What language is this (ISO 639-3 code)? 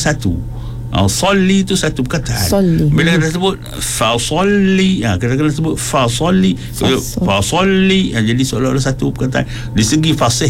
msa